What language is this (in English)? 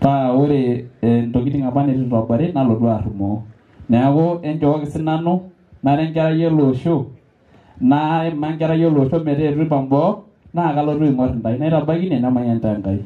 Masai